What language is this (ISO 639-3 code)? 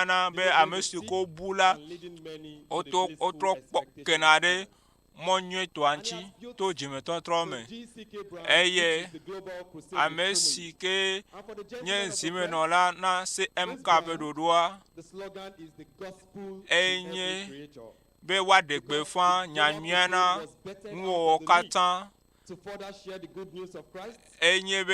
ewe